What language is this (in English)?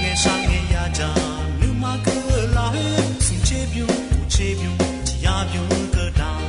Akha